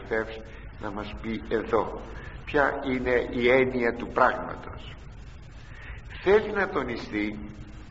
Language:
Greek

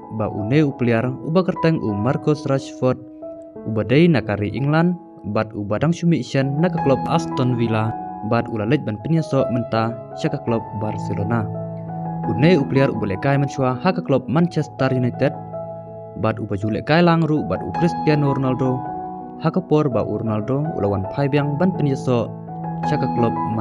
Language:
Khasi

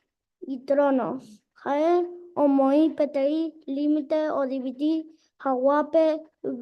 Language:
Guarani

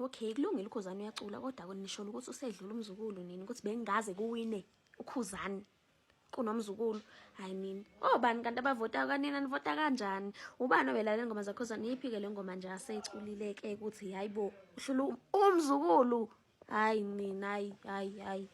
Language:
Zulu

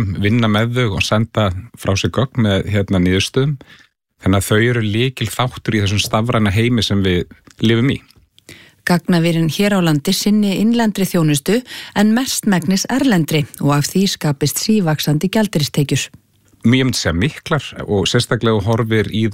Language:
Icelandic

